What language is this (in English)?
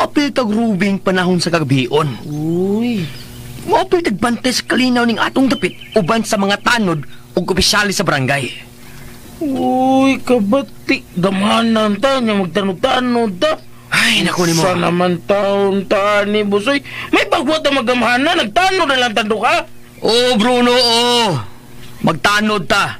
Cebuano